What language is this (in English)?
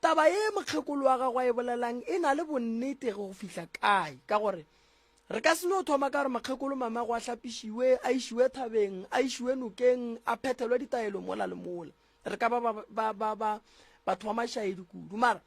Northern Sotho